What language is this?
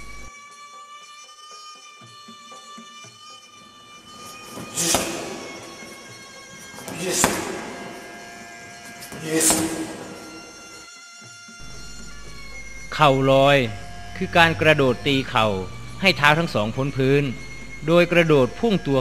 Thai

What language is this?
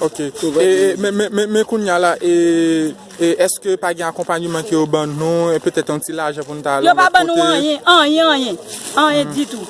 Haitian Creole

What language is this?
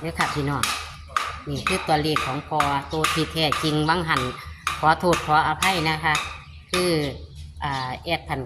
Northeastern Thai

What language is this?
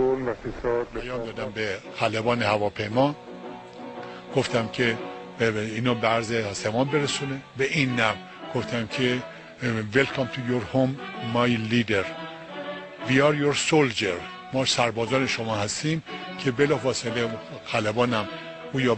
Persian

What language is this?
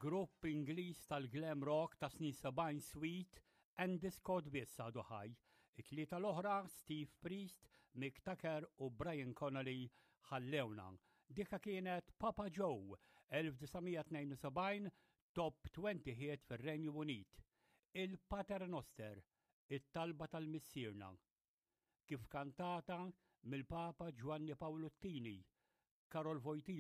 Maltese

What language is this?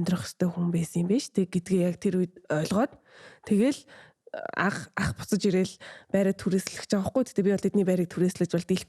Mongolian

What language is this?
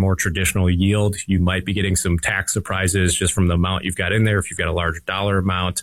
English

